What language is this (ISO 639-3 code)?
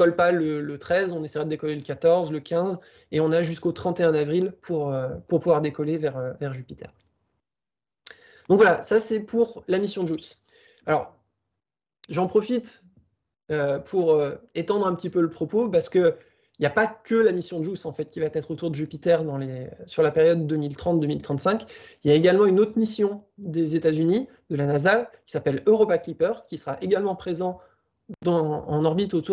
fra